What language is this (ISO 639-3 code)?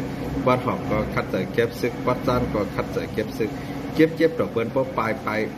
shn